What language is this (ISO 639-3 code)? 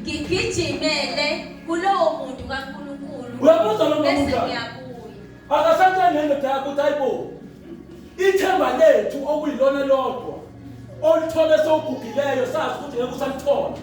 zul